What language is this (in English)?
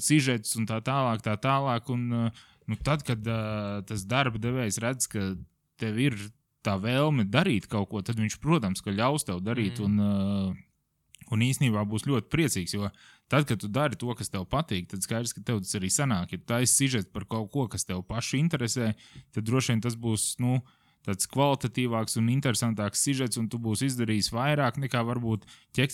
Latvian